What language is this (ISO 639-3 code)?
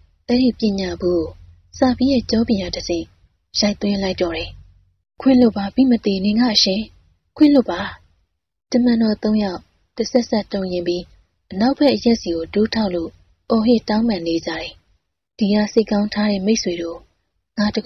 mya